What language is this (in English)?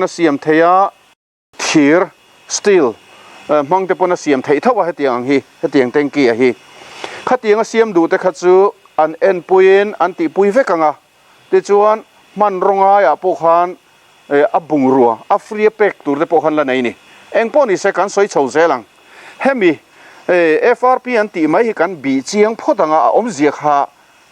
Mizo